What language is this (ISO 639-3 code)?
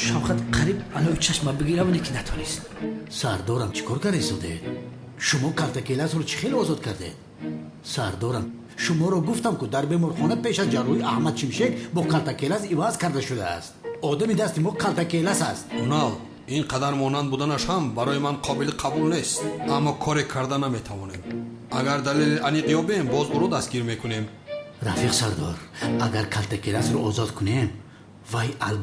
tgk